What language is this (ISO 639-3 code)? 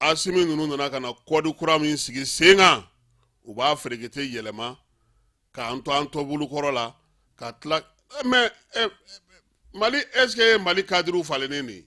bam